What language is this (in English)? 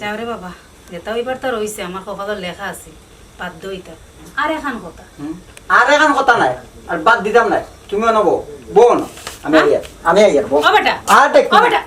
Sylheti